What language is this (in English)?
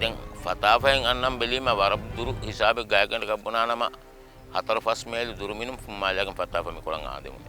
Divehi